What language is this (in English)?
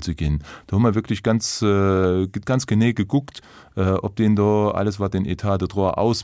Luxembourgish